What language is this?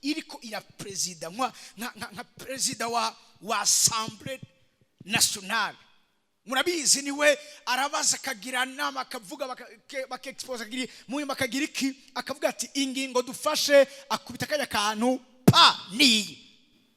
Rundi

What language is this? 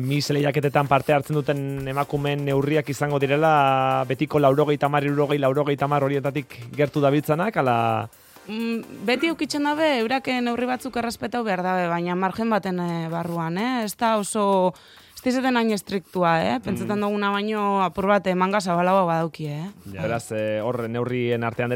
Basque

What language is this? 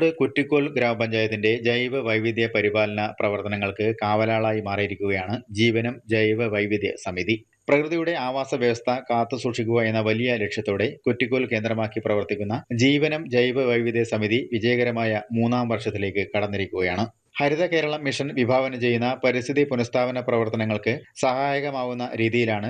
Malayalam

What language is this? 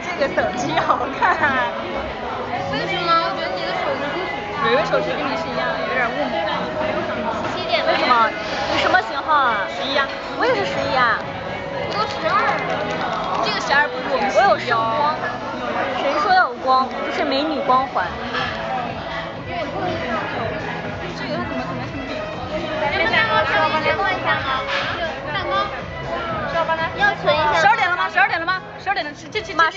Chinese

